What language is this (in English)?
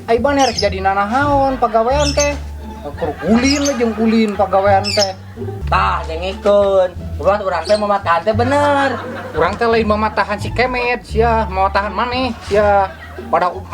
Sundanese